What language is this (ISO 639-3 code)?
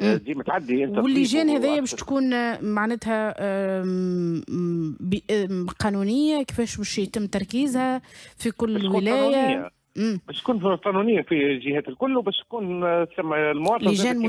aeb